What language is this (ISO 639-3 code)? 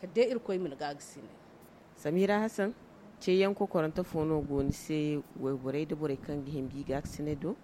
dje